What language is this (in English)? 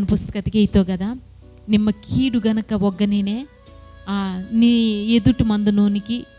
Koya